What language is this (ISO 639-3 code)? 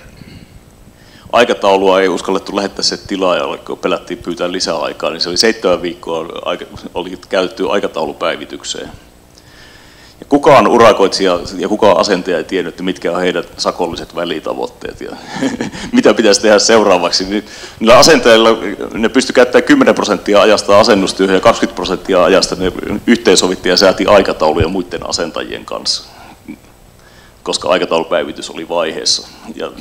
fin